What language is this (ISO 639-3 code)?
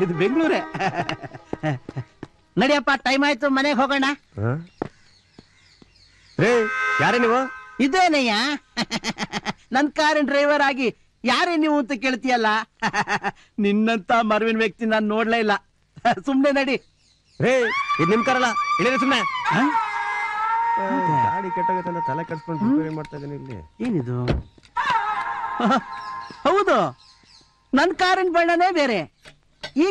kan